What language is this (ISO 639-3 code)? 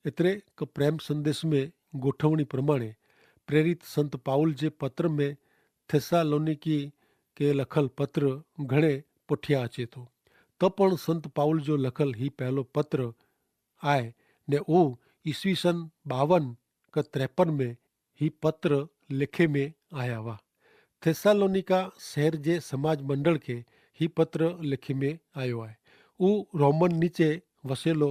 kfr